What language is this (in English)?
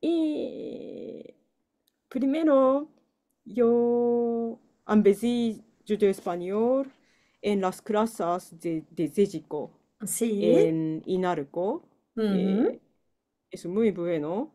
Ladino